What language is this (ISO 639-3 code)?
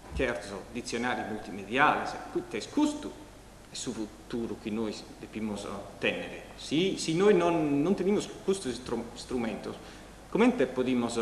srd